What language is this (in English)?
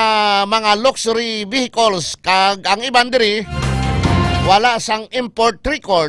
Hiligaynon